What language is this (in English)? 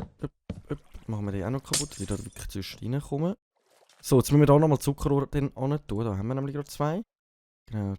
Swiss German